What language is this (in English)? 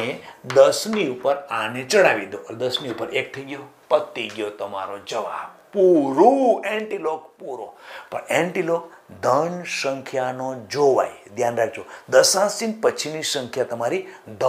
Gujarati